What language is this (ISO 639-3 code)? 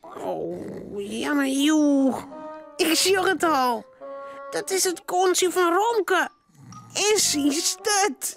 fry